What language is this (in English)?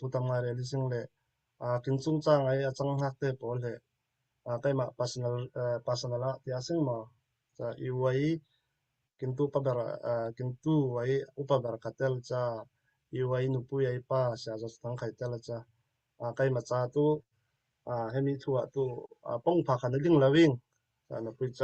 Falam Chin